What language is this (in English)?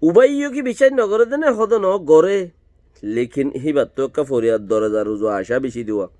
Rohingya